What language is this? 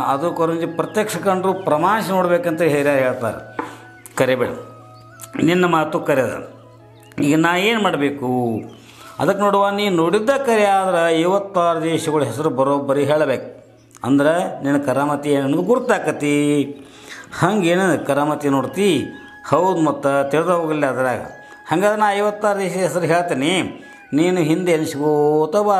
Kannada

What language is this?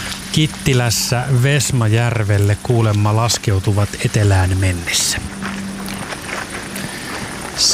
Finnish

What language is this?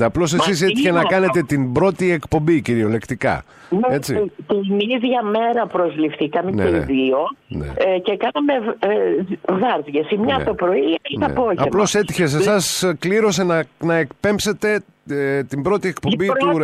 Greek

